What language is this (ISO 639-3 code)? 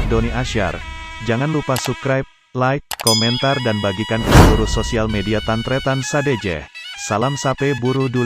mad